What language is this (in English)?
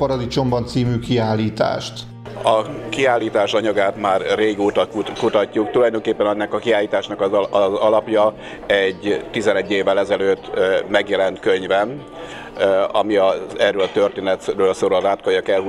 Hungarian